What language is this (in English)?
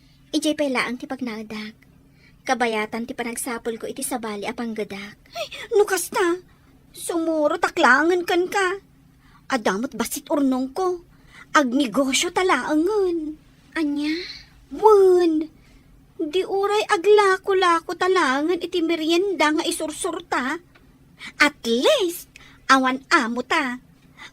Iloko